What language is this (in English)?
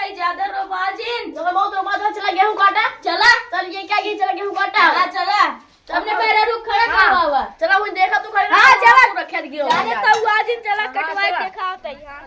Awadhi